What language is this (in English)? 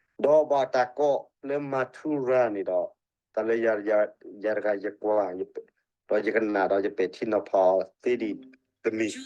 S'gaw Karen